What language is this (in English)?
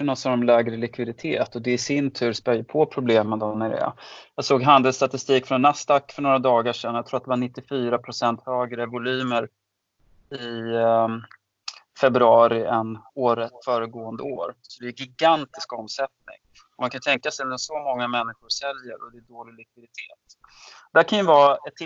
Swedish